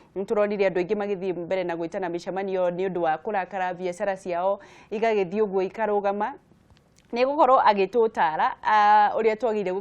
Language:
Kikuyu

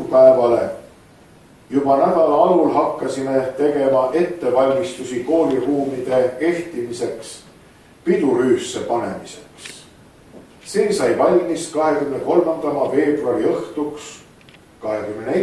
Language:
Estonian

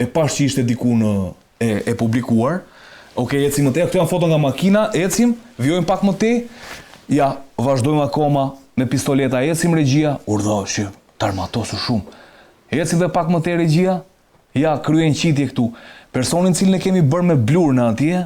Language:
Albanian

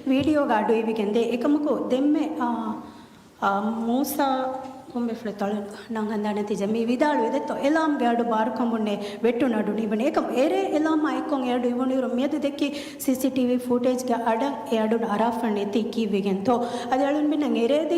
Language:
Divehi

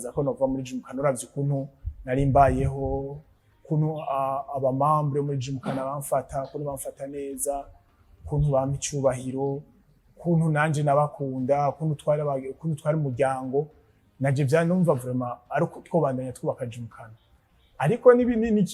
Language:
Rundi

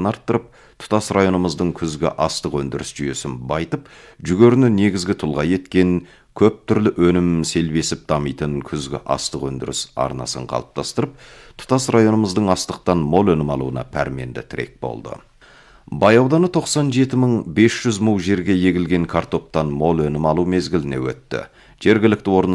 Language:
Kazakh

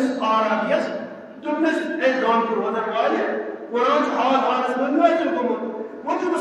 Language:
Kashmiri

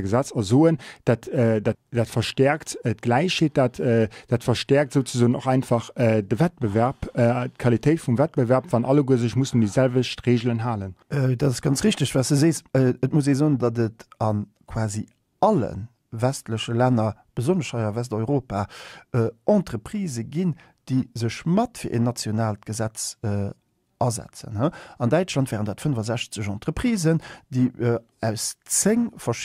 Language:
Luxembourgish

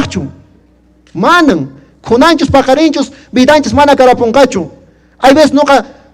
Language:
Quechua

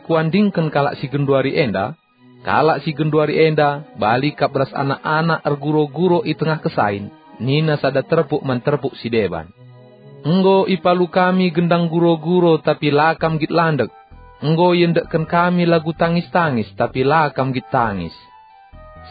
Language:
Batak Karo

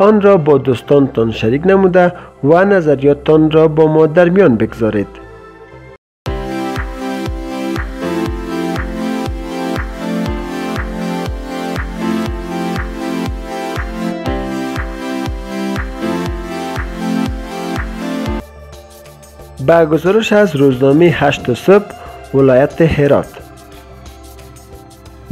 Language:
Persian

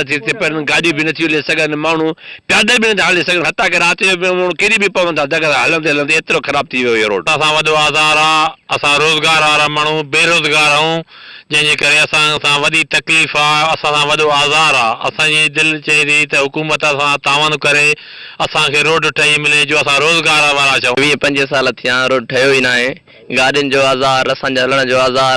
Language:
Sindhi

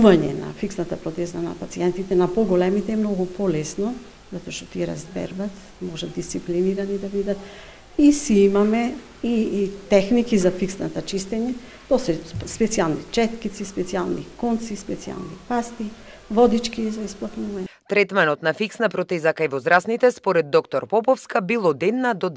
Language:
Macedonian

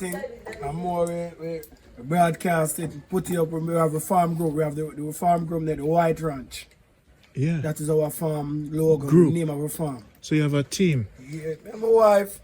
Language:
Jamaican Creole English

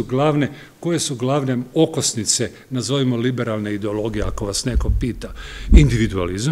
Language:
Croatian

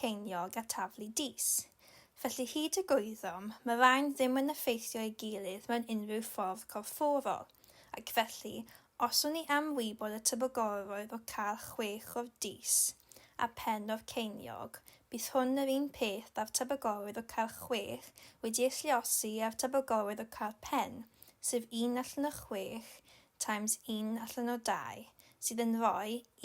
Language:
Welsh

